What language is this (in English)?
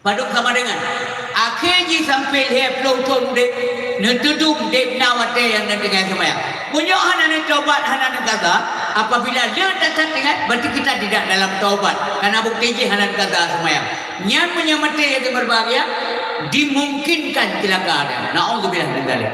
Achinese